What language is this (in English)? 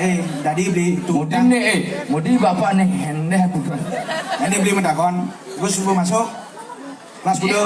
Balinese